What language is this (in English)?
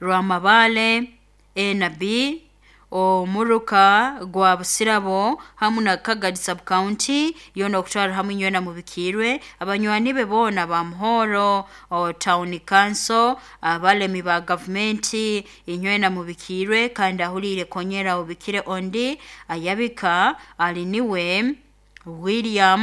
Nyoro